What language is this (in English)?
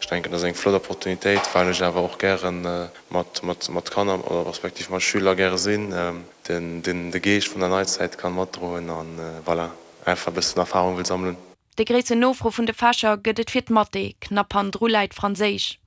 Luxembourgish